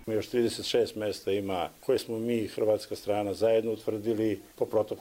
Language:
Croatian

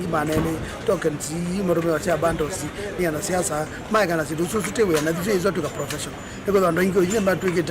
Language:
Kamba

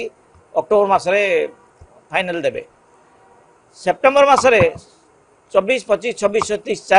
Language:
Odia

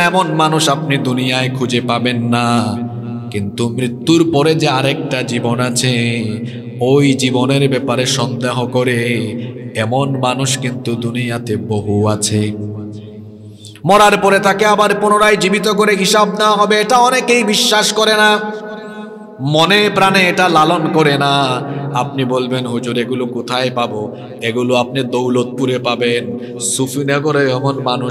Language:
Bangla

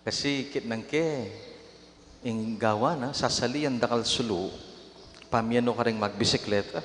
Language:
Pampanga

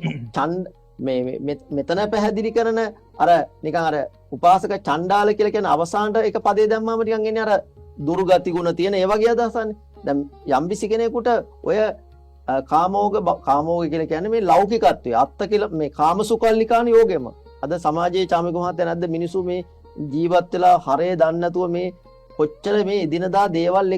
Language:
Sinhala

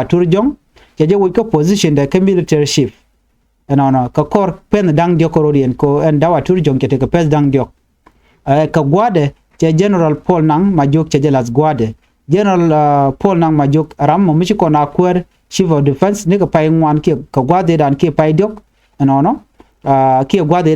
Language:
Nuer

